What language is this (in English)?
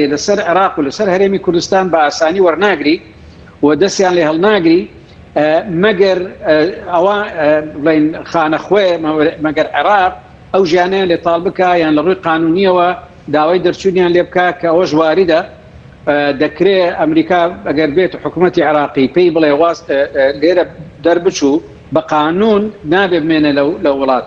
Central Kurdish